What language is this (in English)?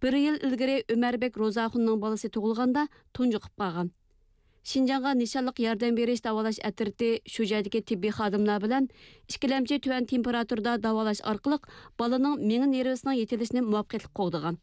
Kyrgyz